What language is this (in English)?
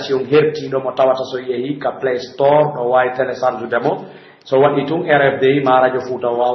Pular